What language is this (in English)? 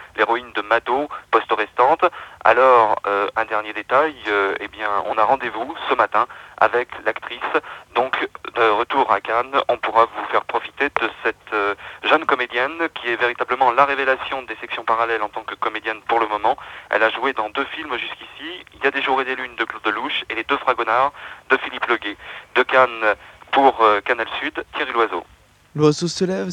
French